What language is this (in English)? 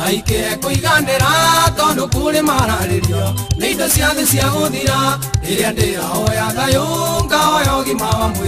Kikuyu